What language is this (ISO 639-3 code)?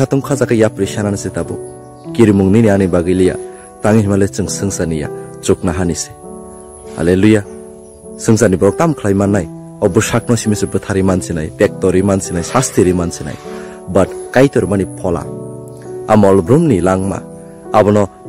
trp